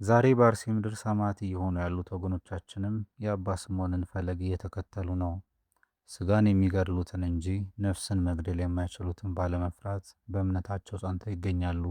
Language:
Amharic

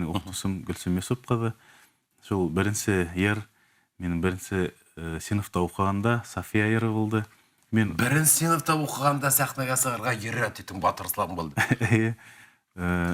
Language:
Bashkir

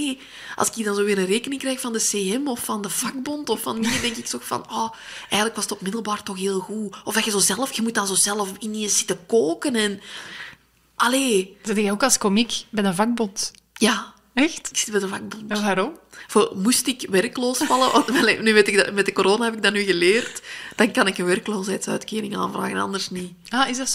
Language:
Dutch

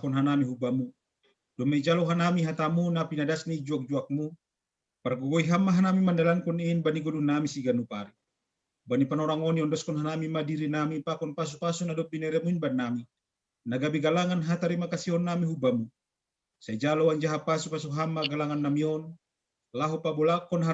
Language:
Batak Simalungun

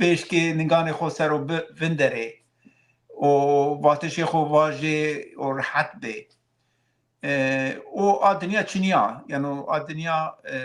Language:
Zaza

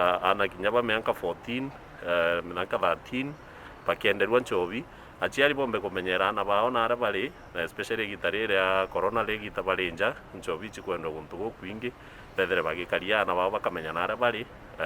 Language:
Meru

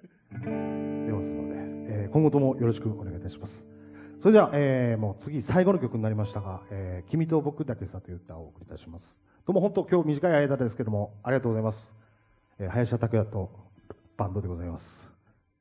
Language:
Japanese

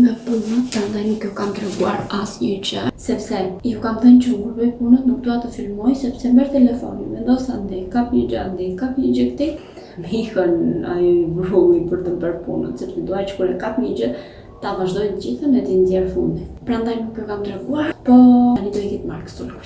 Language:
Albanian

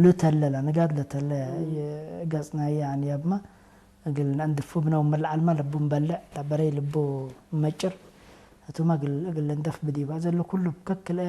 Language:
Tigre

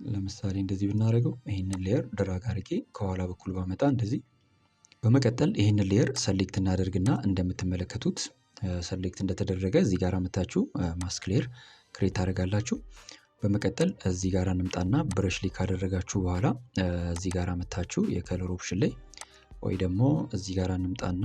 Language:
Amharic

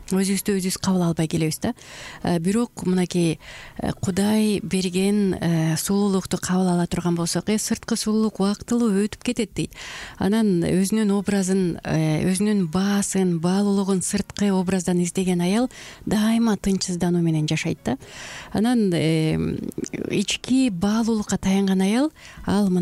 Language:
Kyrgyz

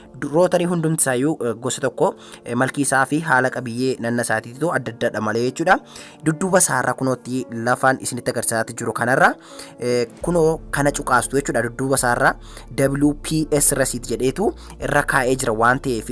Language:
Oromo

